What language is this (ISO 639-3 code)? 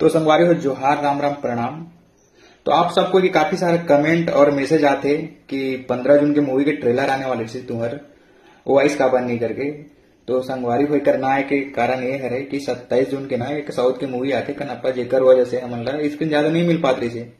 hne